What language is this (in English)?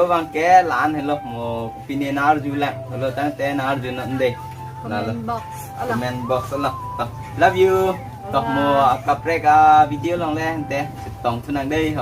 Karbi